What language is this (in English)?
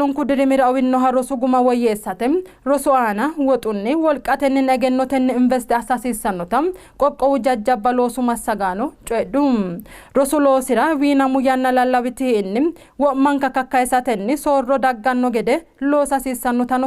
Sidamo